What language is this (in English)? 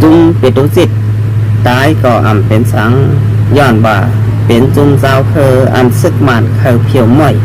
Shan